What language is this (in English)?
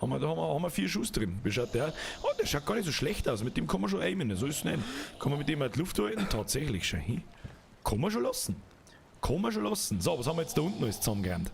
Bavarian